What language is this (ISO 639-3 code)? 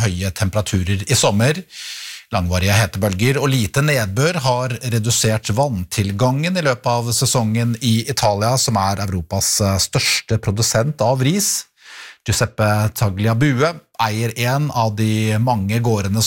nor